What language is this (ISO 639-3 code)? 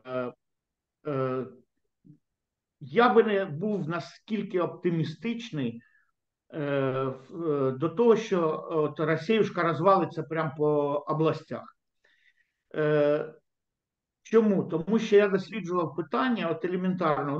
ukr